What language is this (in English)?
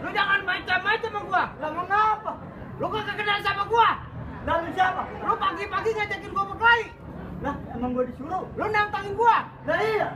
Betawi